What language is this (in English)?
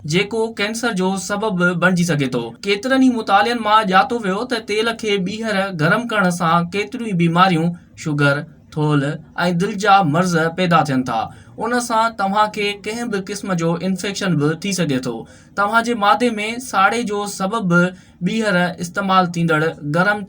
Sindhi